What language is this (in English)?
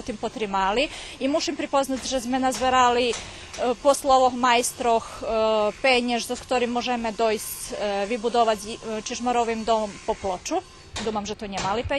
Rusyn